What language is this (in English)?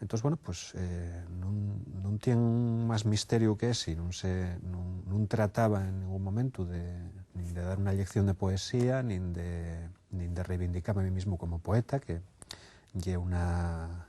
Asturian